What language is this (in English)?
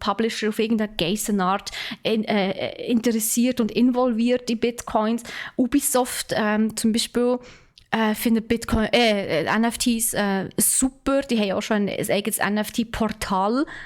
Swiss German